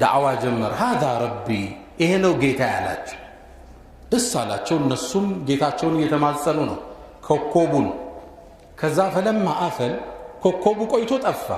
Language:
Amharic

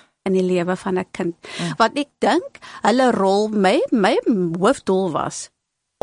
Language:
Afrikaans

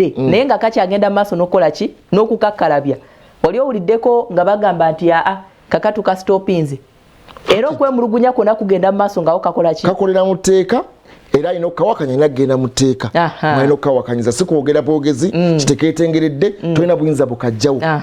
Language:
Ganda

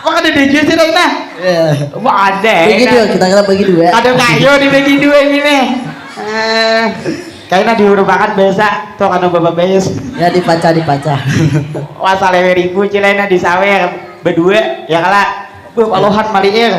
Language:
Banjar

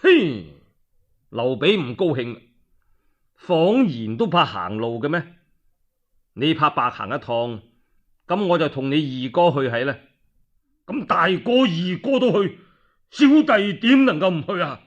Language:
Cantonese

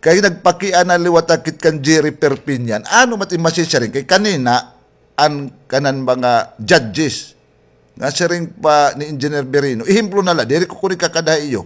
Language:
Waray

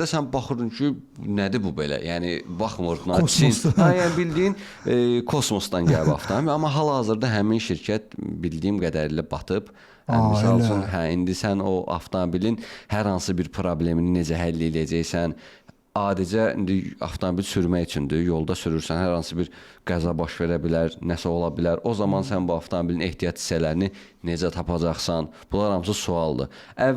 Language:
Azerbaijani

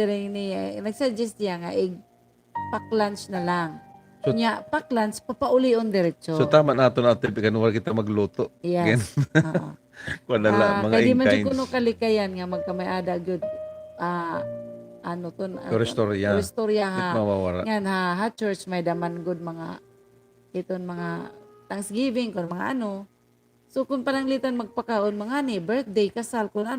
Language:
Waray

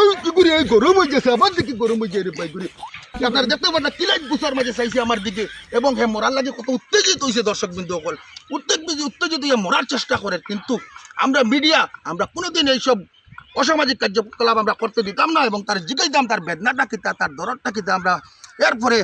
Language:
Sylheti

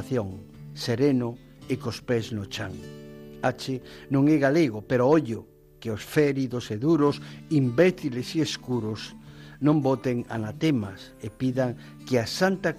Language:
Galician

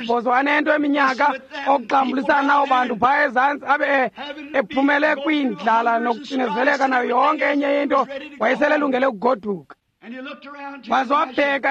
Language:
Xhosa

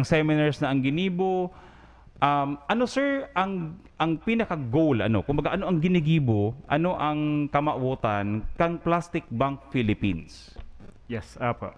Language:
Bikol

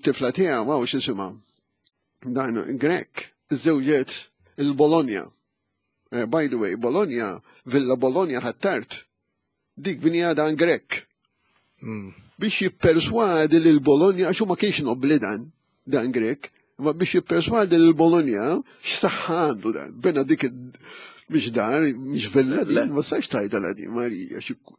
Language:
Maltese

